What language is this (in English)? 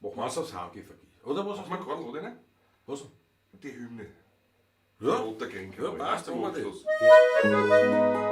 Bavarian